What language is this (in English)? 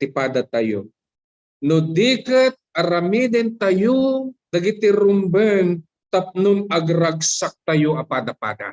Iloko